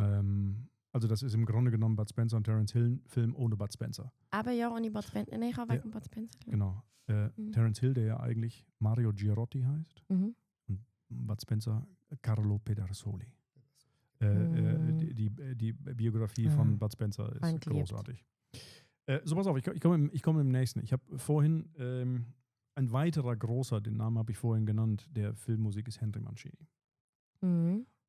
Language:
Swiss German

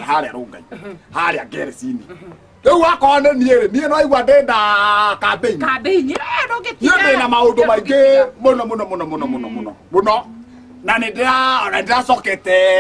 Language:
Kikuyu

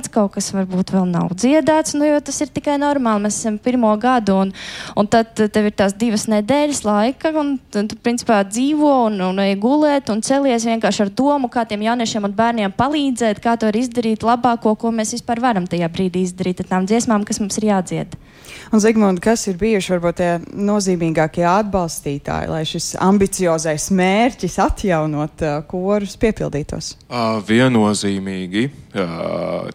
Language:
Latvian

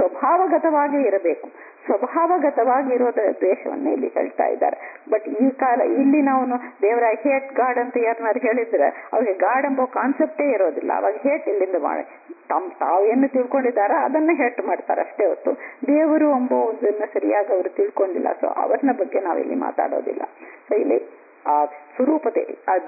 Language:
Kannada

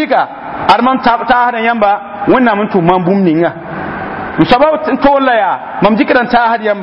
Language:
Mossi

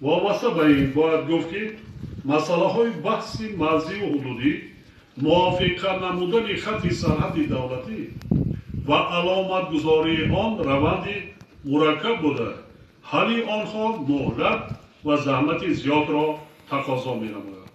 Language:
Tajik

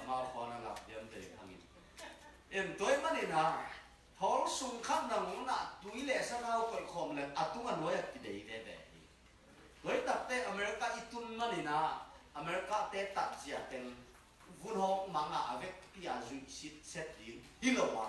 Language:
Tedim Chin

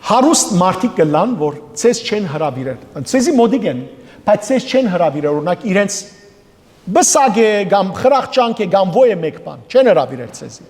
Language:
Western Armenian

